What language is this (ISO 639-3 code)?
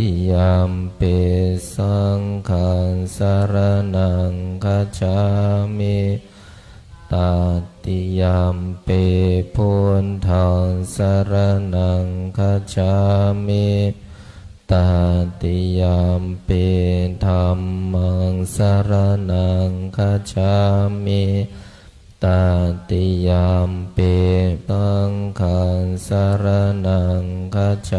pli